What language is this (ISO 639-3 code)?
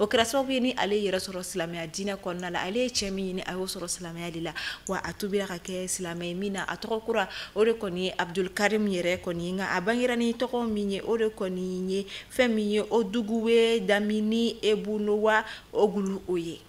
bam